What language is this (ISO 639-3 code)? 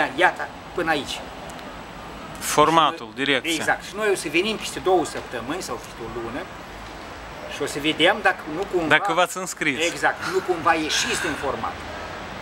ron